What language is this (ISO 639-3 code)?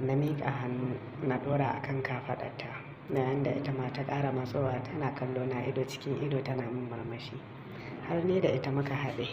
hau